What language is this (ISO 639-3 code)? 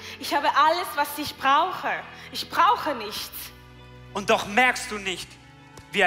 gsw